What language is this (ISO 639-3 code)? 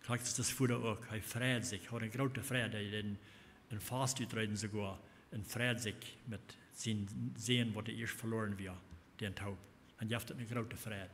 pdt